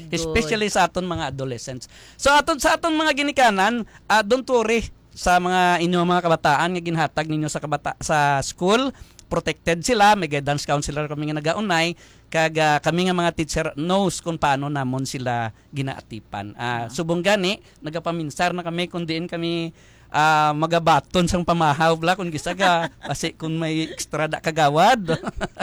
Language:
Hiligaynon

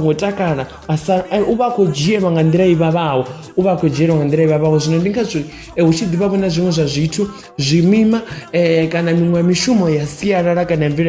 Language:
Venda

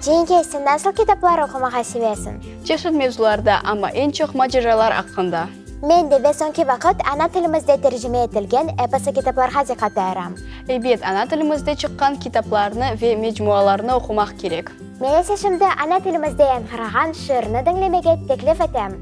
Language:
Crimean Tatar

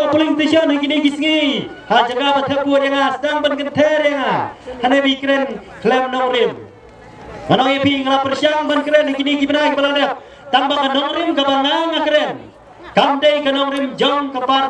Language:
Khasi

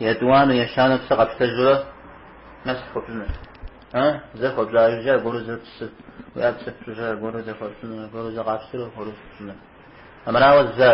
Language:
Kabardian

